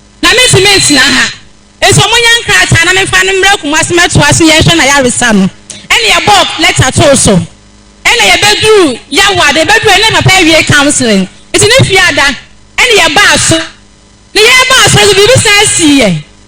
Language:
Akan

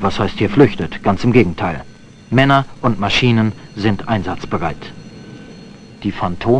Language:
German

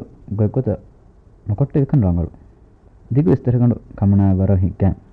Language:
Divehi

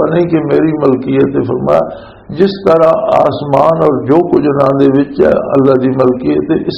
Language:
Western Panjabi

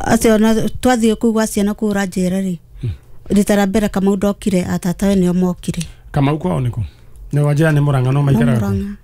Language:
Kikuyu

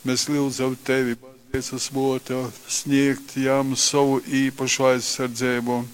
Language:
Latgalian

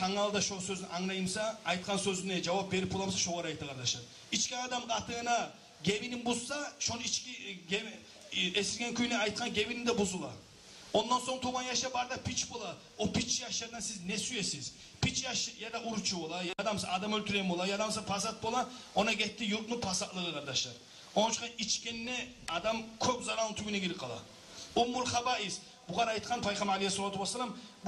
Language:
Kumyk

